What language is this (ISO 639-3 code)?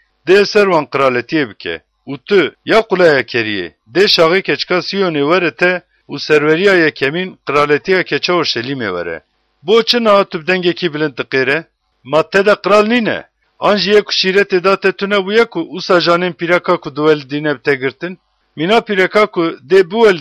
kur